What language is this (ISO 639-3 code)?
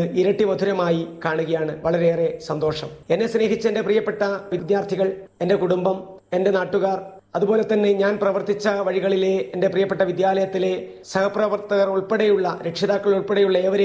mal